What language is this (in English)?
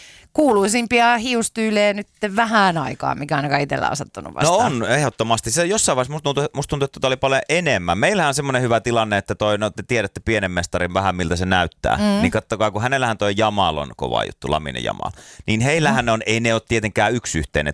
Finnish